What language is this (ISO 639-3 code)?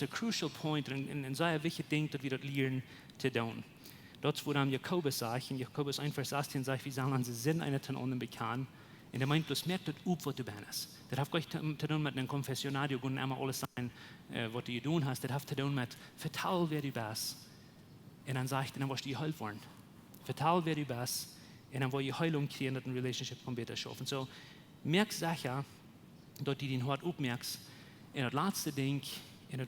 pdt